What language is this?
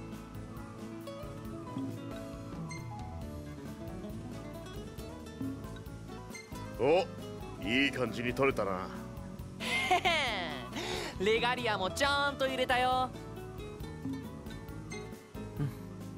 Japanese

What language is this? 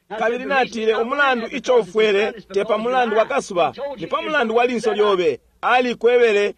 Bemba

